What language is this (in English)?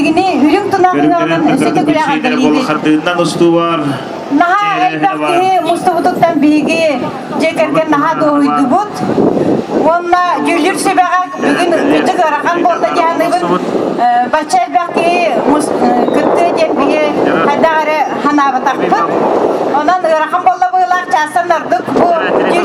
Yakut